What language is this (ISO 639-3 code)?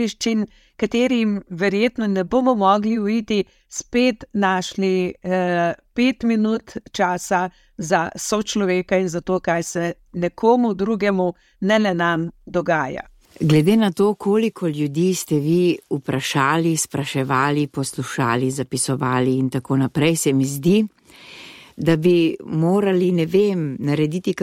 slv